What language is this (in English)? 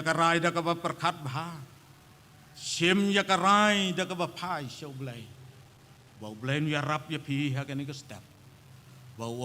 Khasi